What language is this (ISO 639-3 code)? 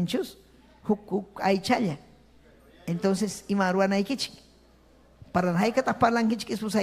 quy